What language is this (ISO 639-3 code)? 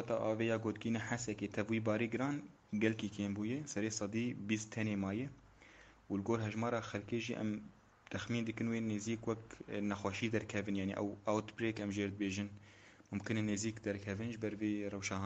kur